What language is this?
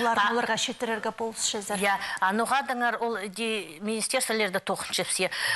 Khakas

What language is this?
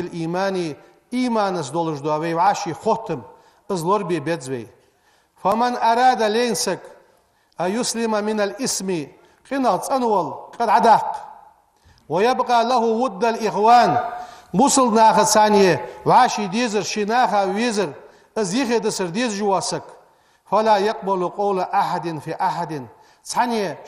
Ingush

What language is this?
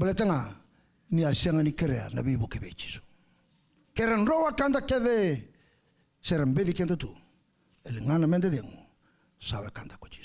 Fijian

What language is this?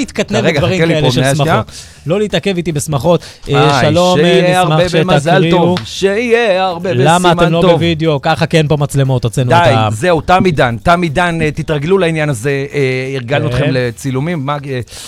Hebrew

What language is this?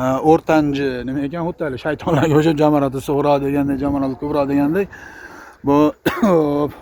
Uzbek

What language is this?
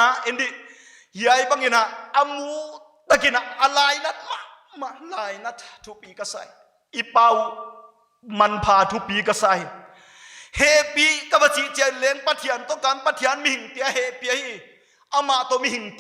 Paite Chin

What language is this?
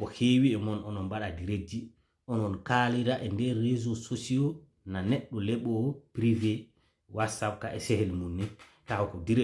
Fula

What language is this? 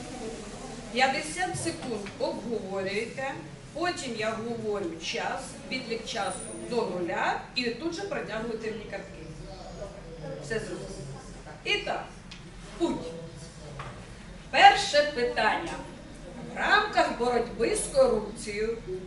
Ukrainian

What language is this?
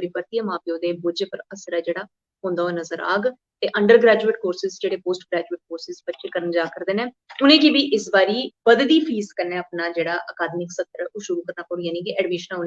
Dogri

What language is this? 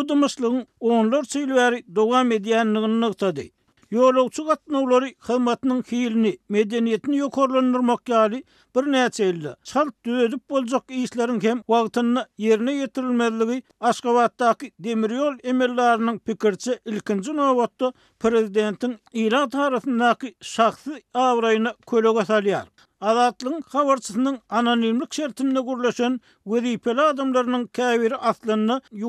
Turkmen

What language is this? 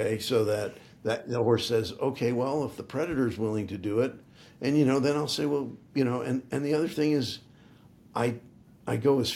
English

